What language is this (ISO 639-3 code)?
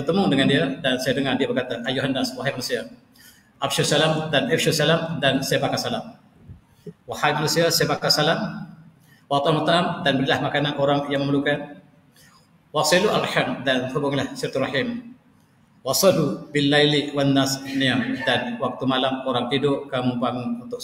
msa